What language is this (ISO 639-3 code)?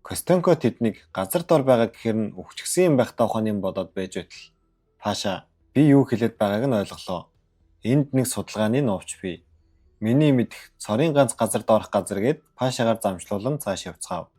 mon